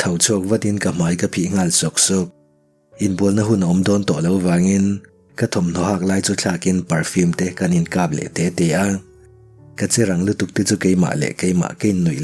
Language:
Mizo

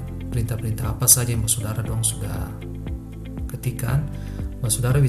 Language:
Ambonese Malay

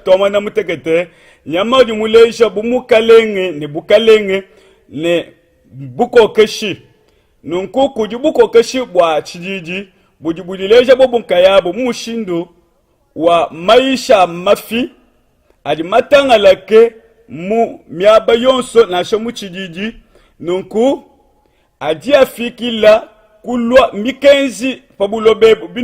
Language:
Luba-Lulua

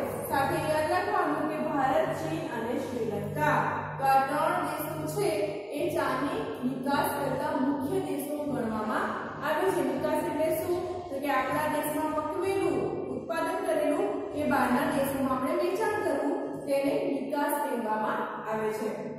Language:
Gujarati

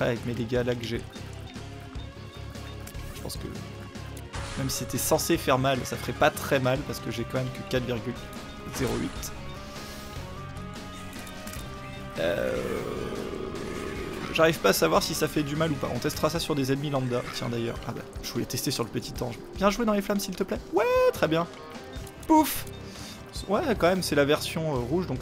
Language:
French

